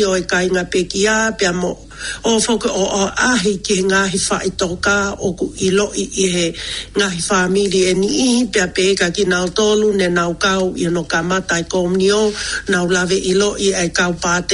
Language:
Tongan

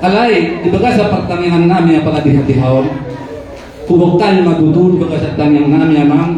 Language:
Batak Toba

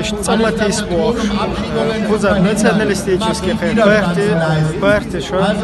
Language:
Chechen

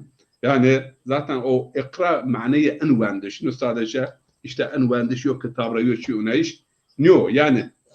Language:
Zaza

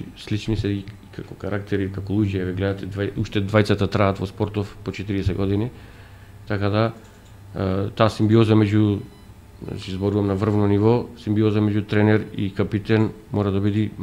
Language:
Macedonian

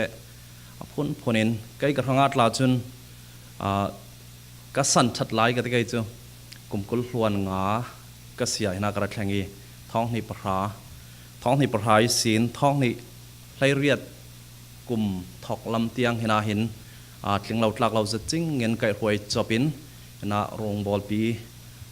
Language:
Falam Chin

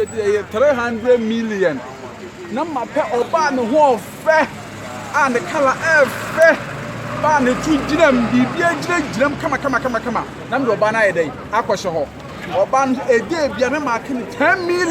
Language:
Akan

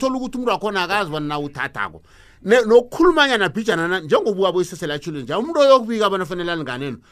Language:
South Ndebele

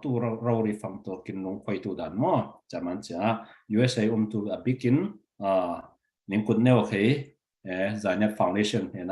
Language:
Falam Chin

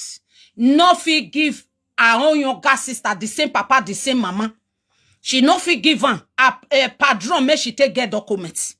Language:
Nigerian Pidgin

